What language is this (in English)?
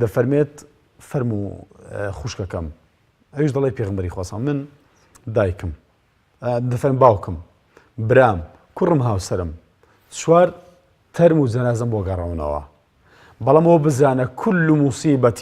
Central Kurdish